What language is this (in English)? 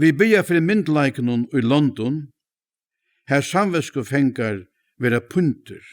Faroese